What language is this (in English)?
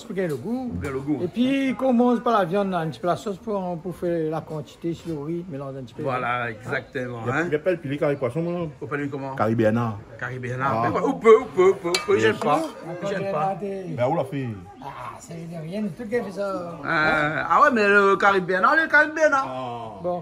Réunion Creole French